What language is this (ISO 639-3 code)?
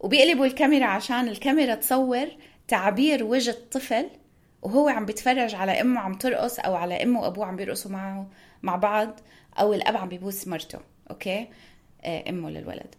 apc